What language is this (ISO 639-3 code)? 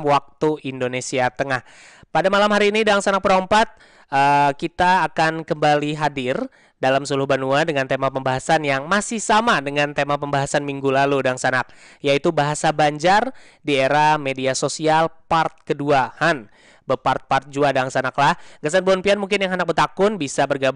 bjn